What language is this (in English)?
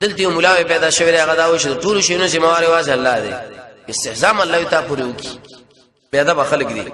Pashto